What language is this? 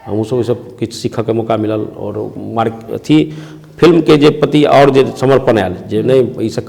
Maithili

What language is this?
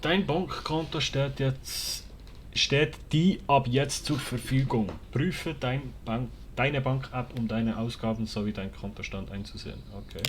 Swiss German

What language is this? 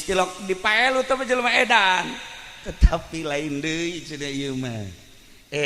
Sundanese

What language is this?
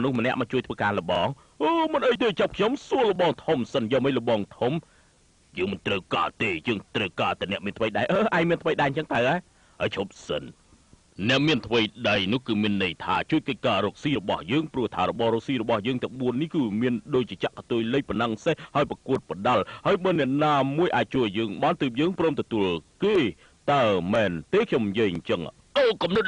Khmer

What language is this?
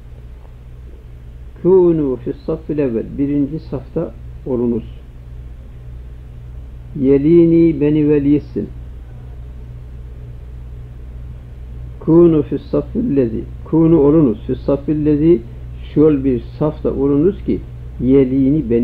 Turkish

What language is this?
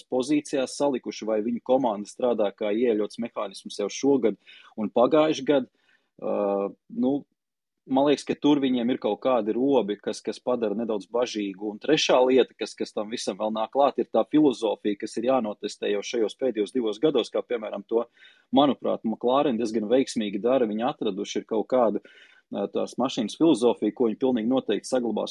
Latvian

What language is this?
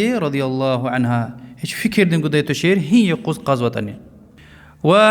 Lezghian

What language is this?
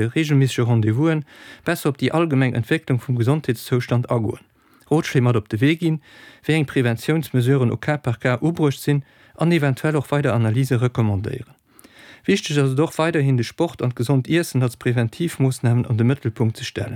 Luxembourgish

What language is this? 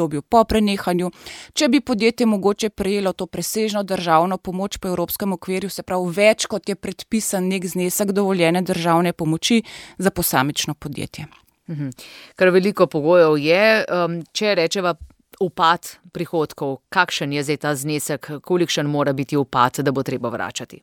Slovenian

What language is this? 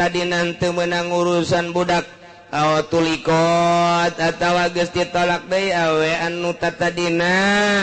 Sundanese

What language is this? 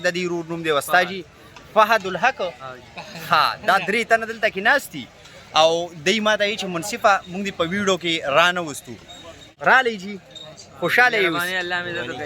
Pashto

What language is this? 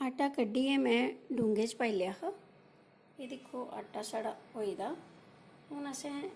Dogri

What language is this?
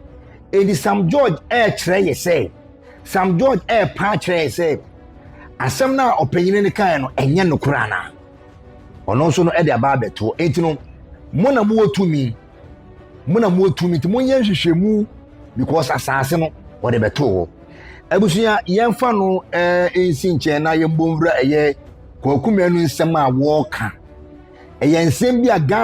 Akan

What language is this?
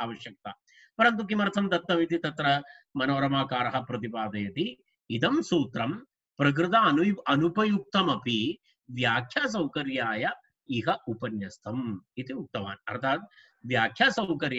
Sanskrit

